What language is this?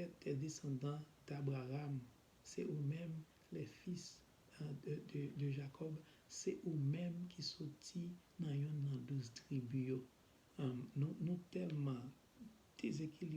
Haitian Creole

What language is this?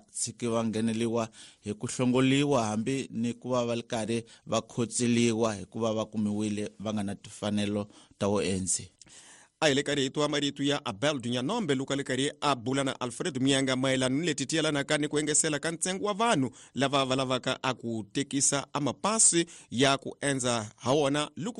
Tsonga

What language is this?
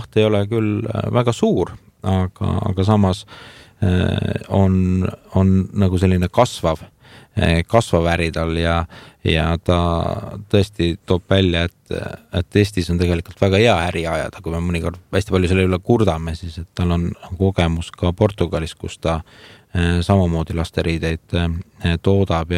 Estonian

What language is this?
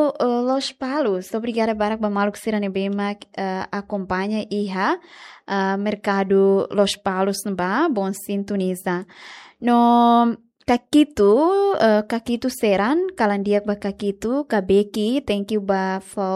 Tetum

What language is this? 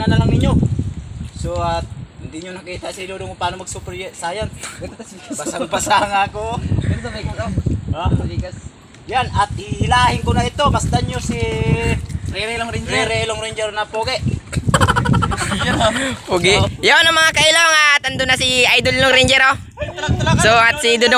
Filipino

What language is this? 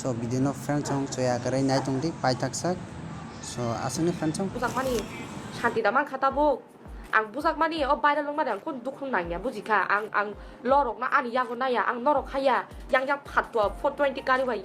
Kok Borok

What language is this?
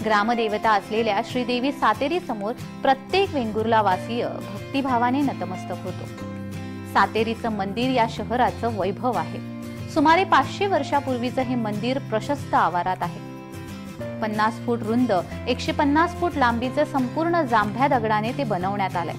Marathi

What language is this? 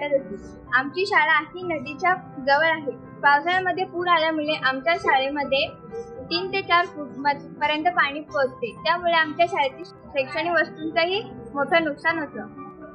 Marathi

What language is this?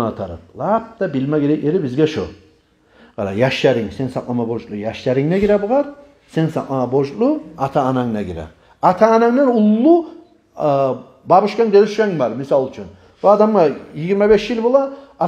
Kumyk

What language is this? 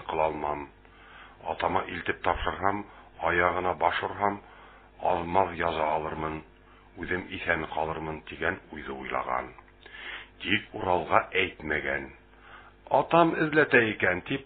Bashkir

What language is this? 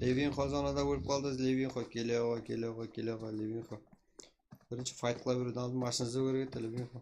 Kara-Kalpak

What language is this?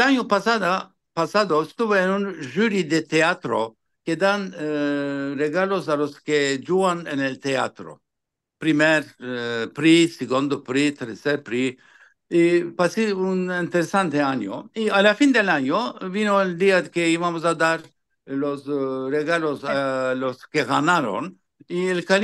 Ladino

